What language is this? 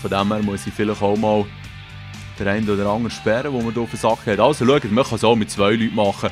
Swiss German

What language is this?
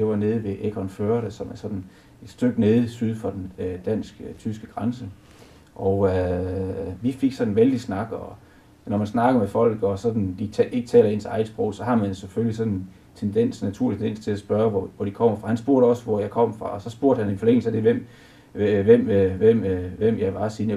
Danish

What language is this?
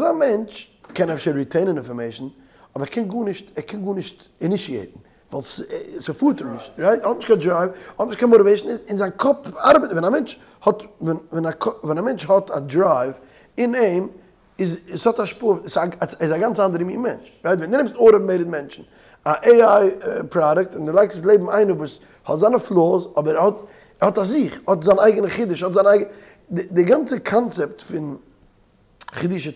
Yiddish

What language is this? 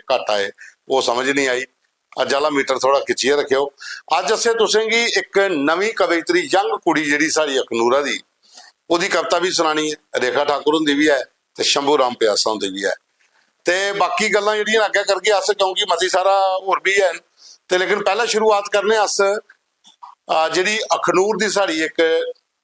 Dogri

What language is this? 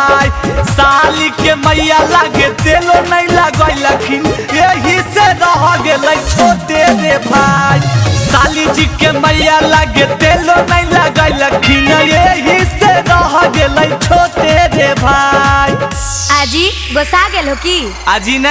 Magahi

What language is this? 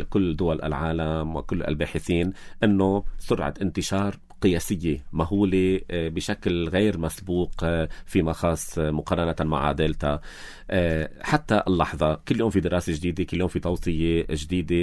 North Levantine Arabic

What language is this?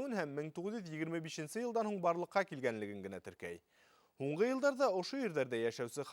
Bashkir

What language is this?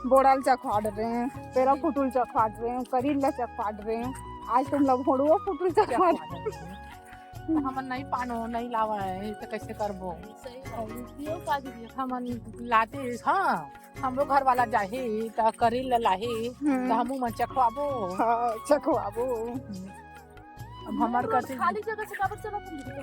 Chhattisgarhi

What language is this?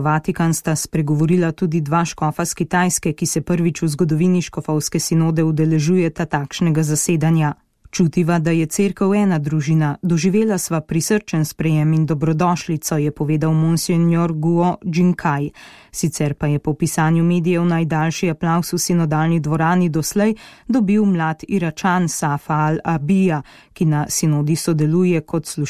Slovenian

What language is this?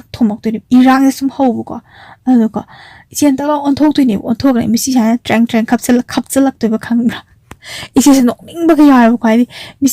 Manipuri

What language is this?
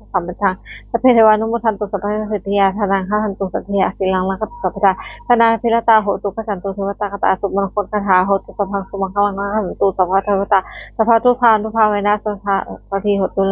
Pali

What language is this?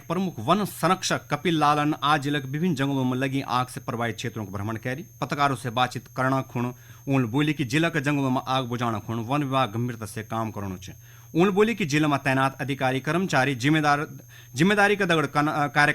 Garhwali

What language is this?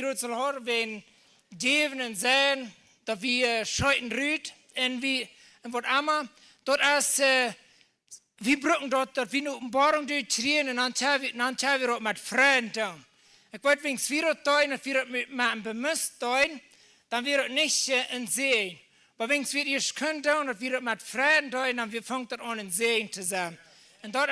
Plautdietsch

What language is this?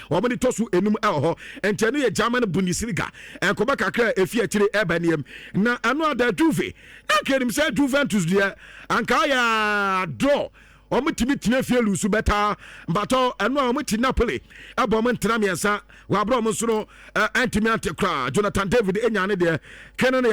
Akan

